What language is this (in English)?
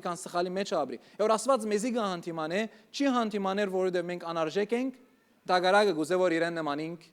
Western Armenian